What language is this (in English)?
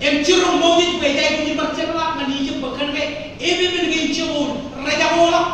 Marshallese